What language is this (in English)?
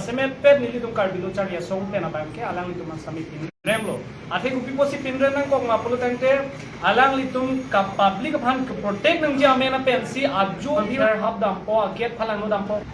Karbi